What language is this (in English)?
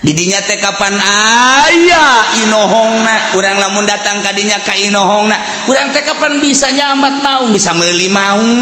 Sundanese